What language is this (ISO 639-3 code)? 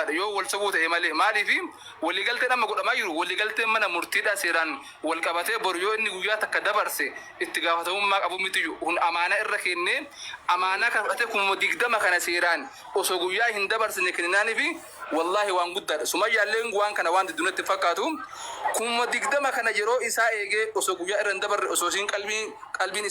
orm